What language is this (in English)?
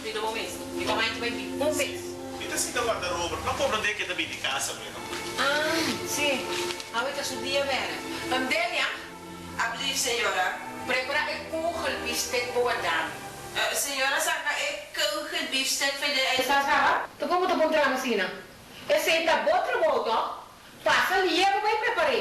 Papiamento